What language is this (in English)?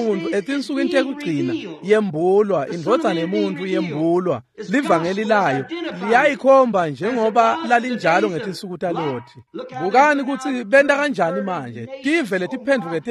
Swati